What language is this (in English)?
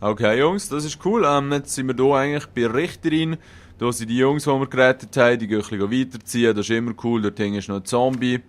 Swiss German